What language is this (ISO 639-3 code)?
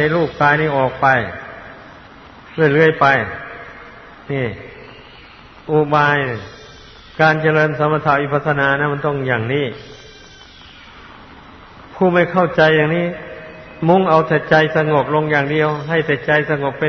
tha